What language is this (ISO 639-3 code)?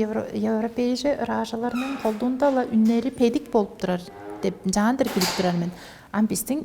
tyv